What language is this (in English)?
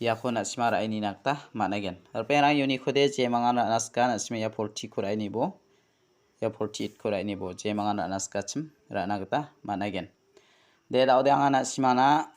Garo